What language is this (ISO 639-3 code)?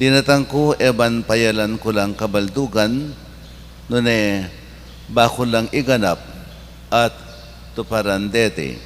pam